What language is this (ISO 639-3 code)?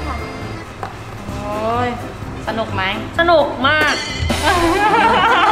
tha